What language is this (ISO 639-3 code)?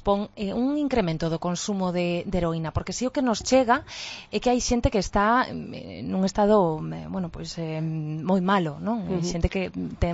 glg